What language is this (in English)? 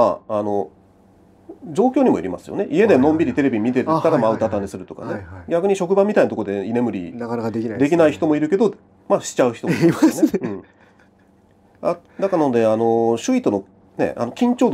Japanese